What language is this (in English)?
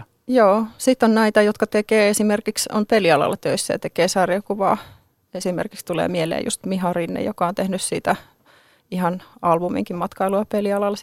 Finnish